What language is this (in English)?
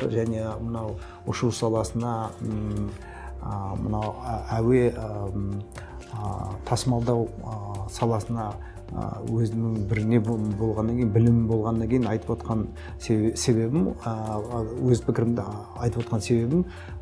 Kazakh